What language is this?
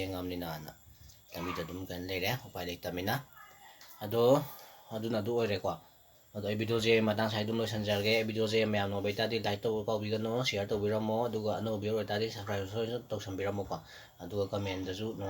Manipuri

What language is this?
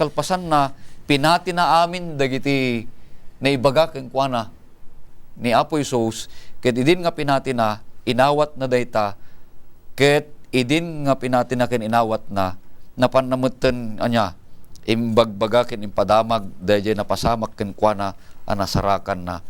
Iloko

